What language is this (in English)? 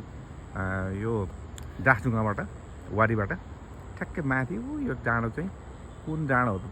Nepali